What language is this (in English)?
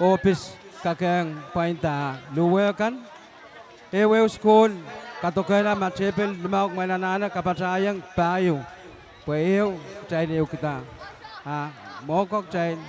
Pohnpeian